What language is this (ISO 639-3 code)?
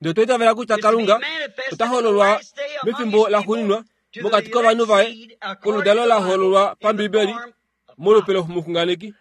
kua